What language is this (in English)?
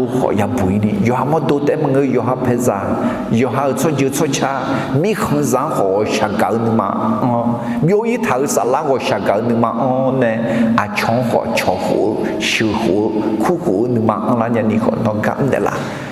Akha